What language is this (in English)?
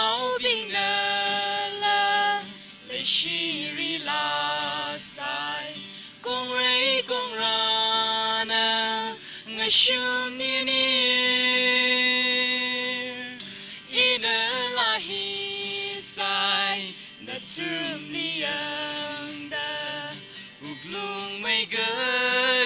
Tangkhul Naga (India)